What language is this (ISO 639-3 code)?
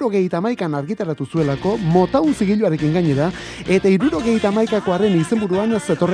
eus